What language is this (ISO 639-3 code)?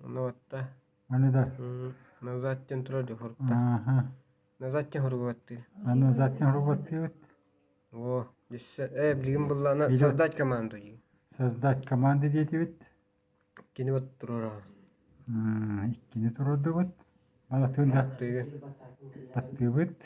sah